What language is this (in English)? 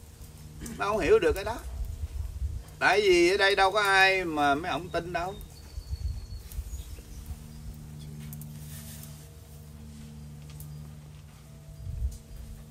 Vietnamese